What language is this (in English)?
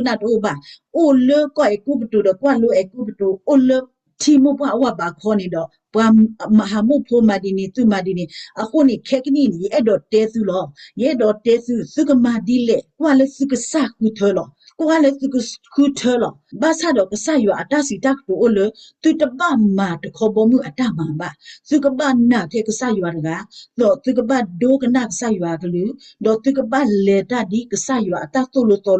S'gaw Karen